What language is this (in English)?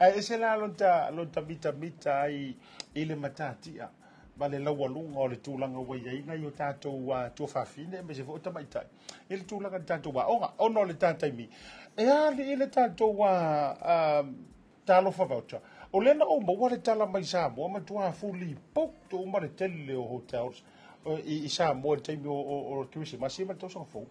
Samoan